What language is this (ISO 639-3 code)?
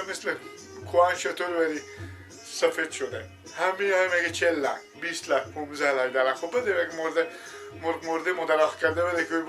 fas